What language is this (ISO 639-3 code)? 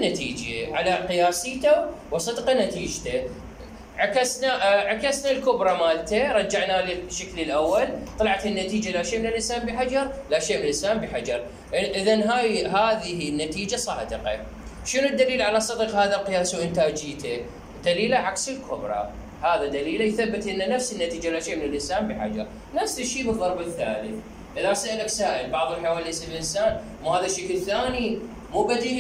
acm